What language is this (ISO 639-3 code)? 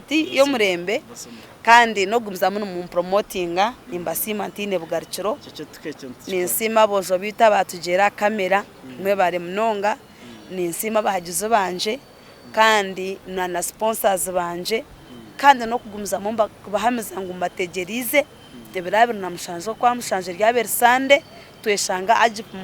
nyn